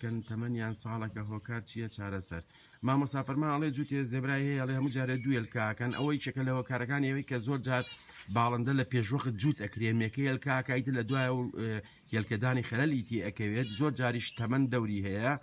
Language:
Central Kurdish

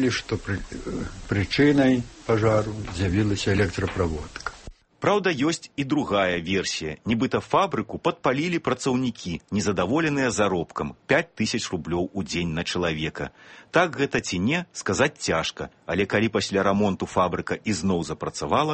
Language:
Belarusian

